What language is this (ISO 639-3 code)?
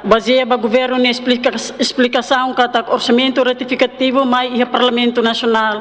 tet